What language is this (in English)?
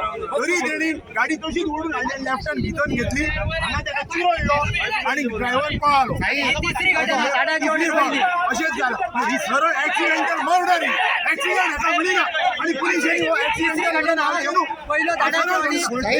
Konkani